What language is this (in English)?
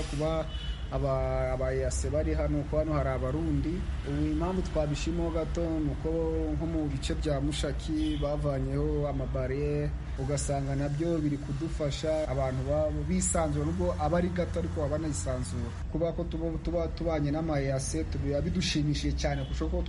Kinyarwanda